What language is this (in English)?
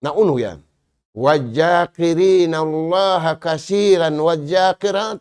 Tausug